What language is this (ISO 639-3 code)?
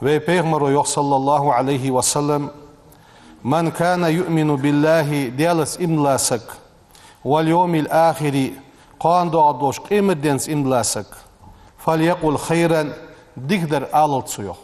inh